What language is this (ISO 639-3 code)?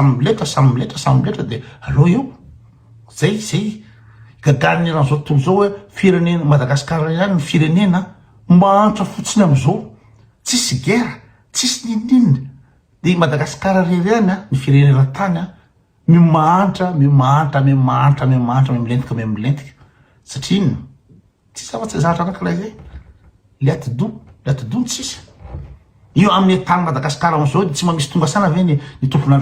mlg